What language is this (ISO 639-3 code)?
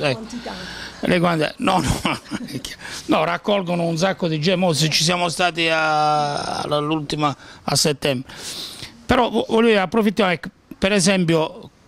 ita